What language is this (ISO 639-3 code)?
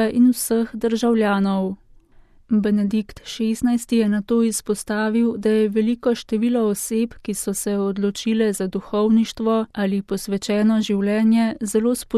slv